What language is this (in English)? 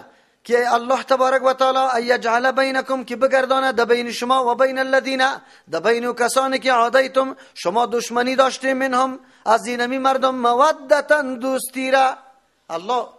Persian